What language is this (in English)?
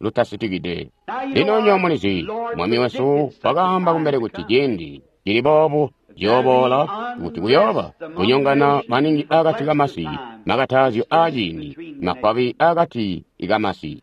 Tonga (Zambia)